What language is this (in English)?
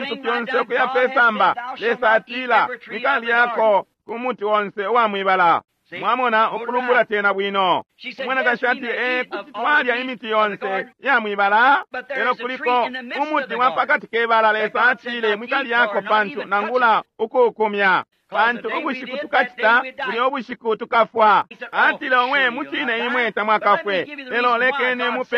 Bemba